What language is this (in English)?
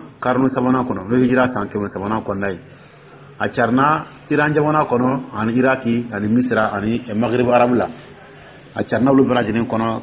Dyula